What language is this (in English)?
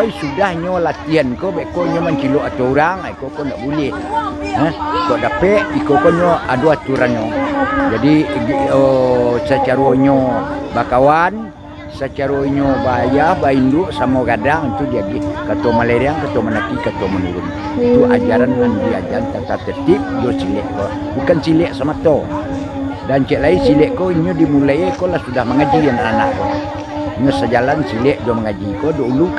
Minangkabau